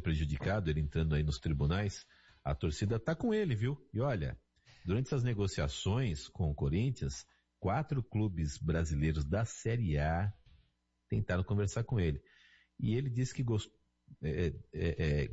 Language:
Portuguese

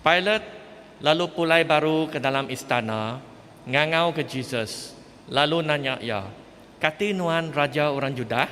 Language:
Iban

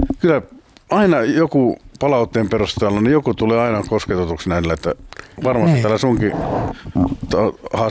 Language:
Finnish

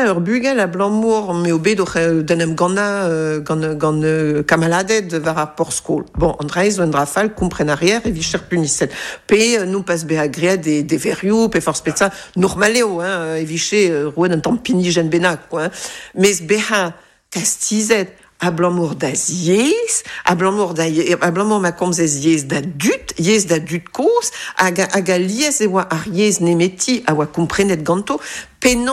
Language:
Breton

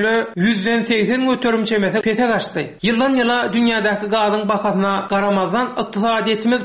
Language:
Turkmen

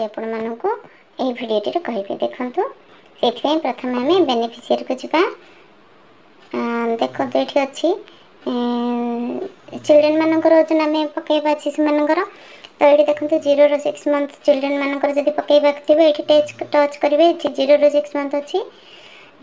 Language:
Odia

